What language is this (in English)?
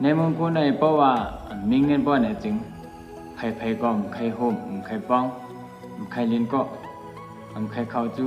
Shan